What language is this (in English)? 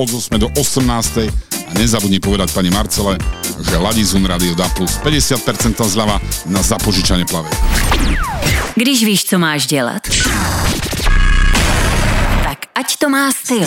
Slovak